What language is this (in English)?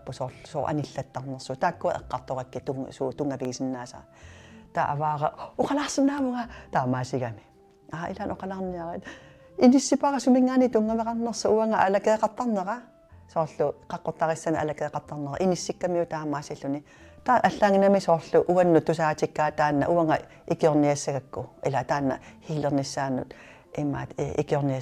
Kalaallisut